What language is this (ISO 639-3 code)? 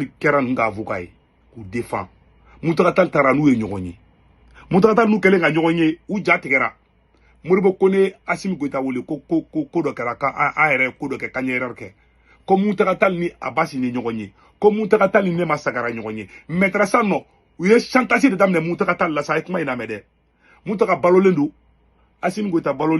bam